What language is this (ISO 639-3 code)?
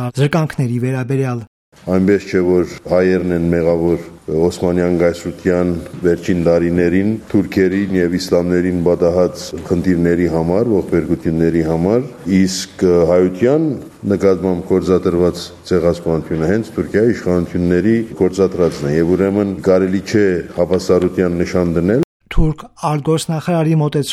hye